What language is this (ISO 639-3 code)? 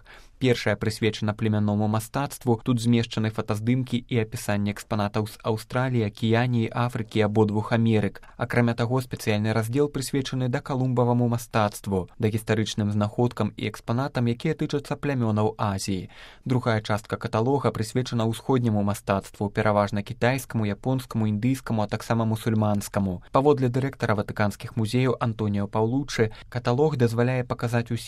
bel